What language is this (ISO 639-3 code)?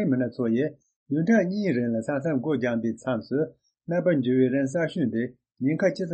bod